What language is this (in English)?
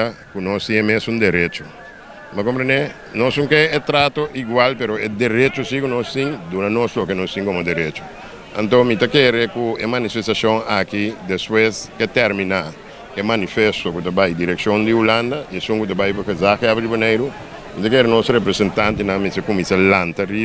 Papiamento